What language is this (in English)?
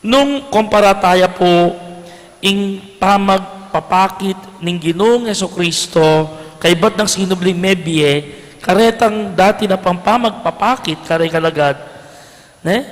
Pampanga